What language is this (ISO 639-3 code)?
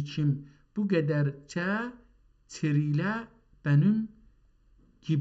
azb